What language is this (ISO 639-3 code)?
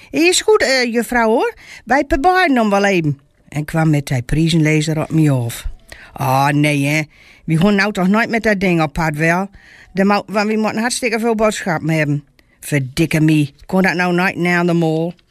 gos